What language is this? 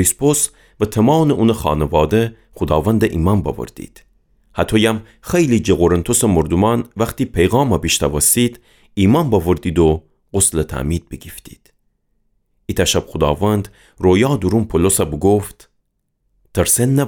Gilaki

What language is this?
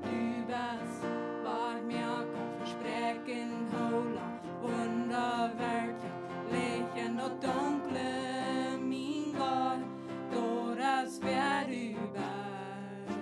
Plautdietsch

